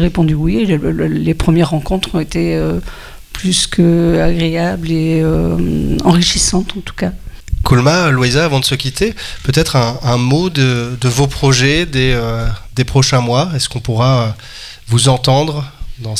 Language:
French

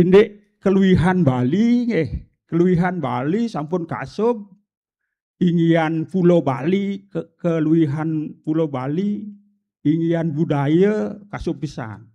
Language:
Balinese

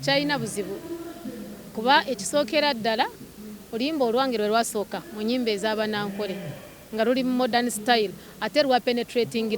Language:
Ganda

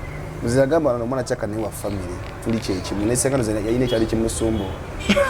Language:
Ganda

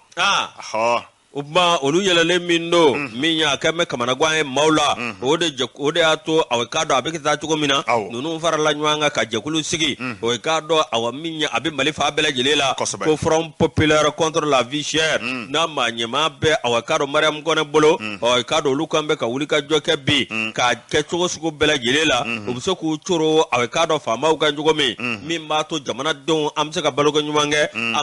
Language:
Bambara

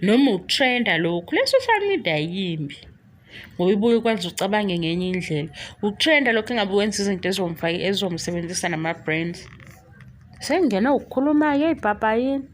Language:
Zulu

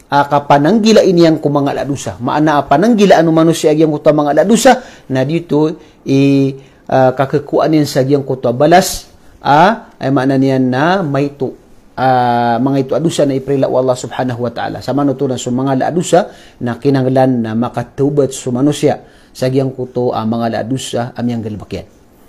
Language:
Maranao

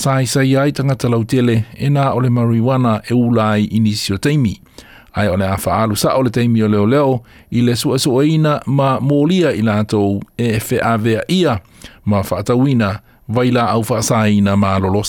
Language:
Samoan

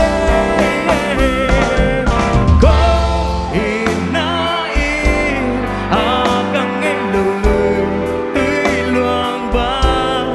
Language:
Tedim Chin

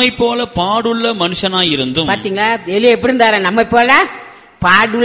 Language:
Tamil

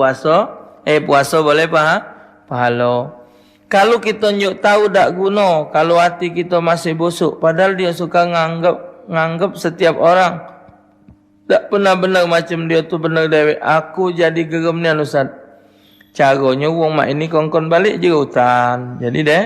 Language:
Musi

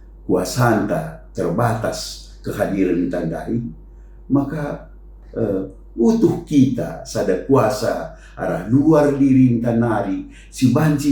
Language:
Batak Karo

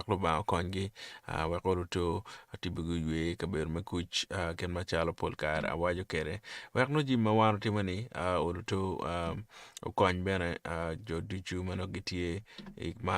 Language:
Acoli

